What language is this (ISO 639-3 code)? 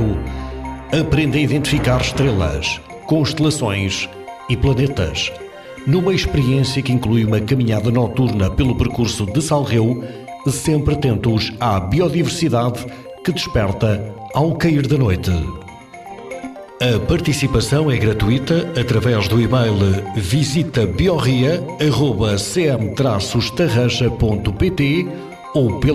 por